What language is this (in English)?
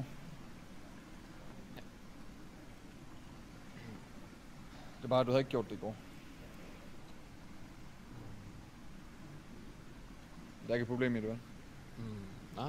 Danish